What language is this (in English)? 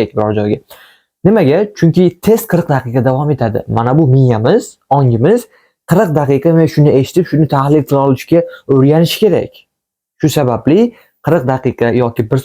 Uzbek